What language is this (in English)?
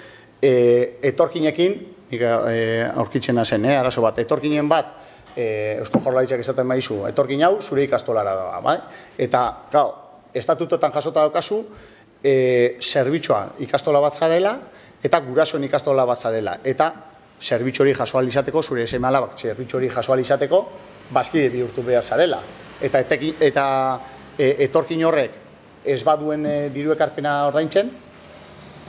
Basque